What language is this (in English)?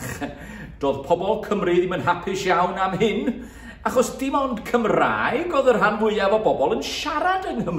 Welsh